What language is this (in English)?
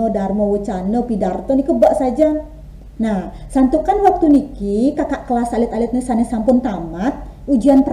Balinese